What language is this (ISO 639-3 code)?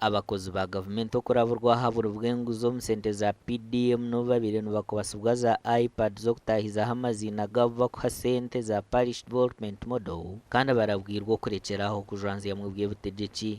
nyn